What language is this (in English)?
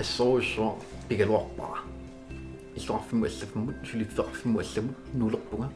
Kalaallisut